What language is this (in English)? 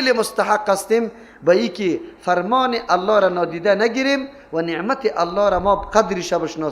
Persian